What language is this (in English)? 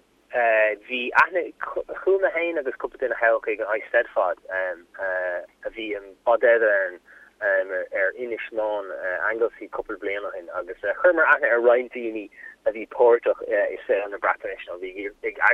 Irish